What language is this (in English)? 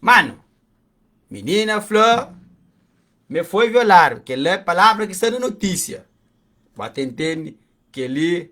Kabuverdianu